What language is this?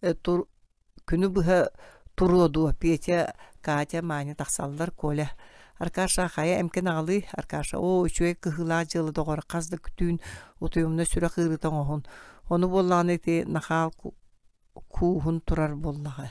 Yakut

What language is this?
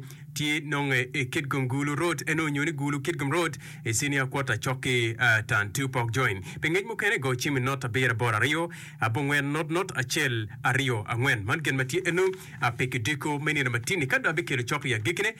Acoli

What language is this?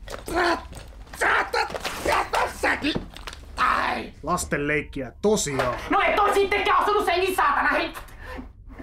Finnish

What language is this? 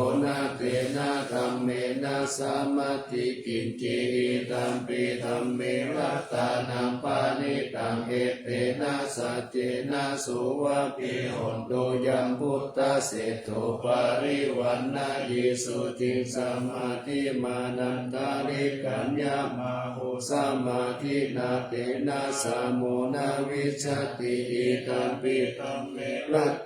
Pali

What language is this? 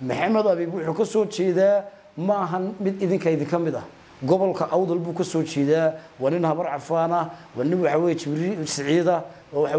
Somali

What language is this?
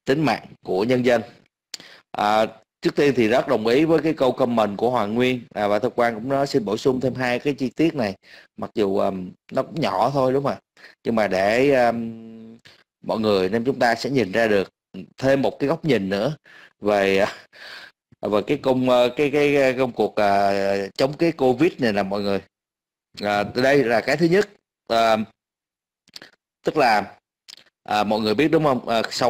Vietnamese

